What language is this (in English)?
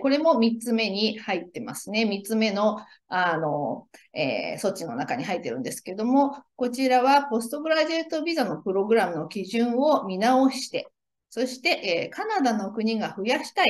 Japanese